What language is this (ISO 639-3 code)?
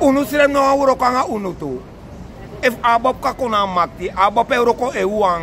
srn